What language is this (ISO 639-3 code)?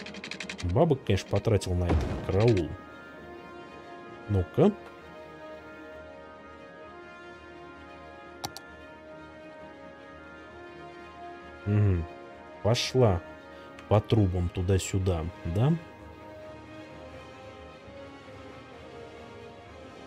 rus